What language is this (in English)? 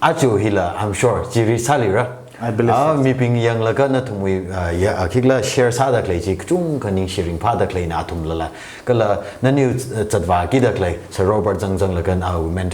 Tangkhul Naga (India)